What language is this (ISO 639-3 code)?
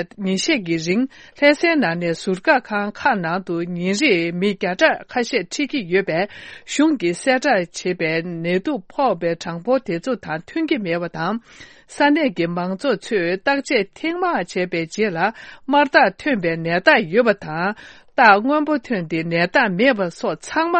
bod